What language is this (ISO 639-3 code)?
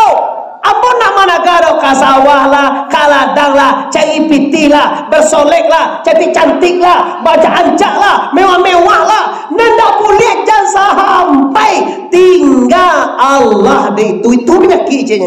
min